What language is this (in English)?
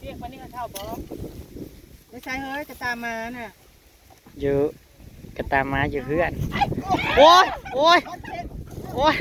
Northeastern Thai